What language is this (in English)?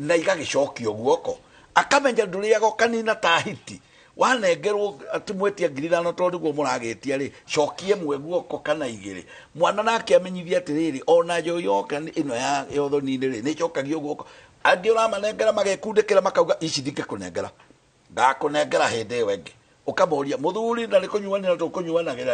Kikuyu